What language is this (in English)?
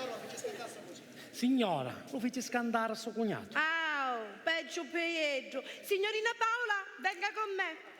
Sicilian